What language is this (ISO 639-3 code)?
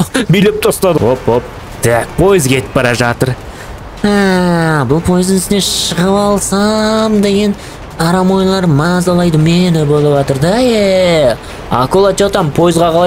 kaz